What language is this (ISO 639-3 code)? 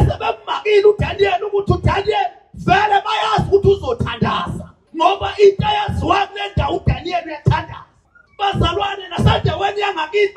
zul